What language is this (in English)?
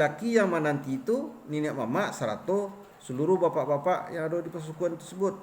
Minangkabau